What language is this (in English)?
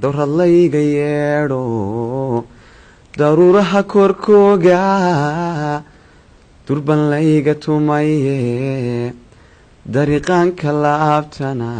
Somali